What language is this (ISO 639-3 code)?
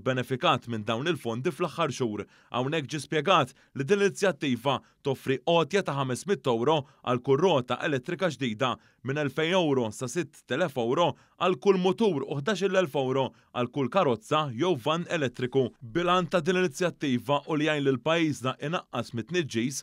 mlt